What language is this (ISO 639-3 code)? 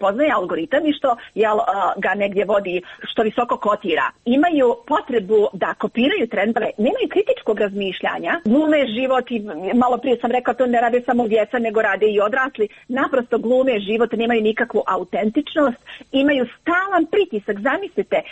hrv